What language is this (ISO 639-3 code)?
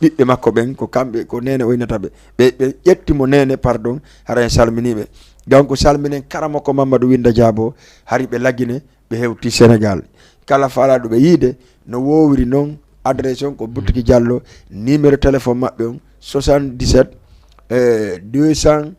ful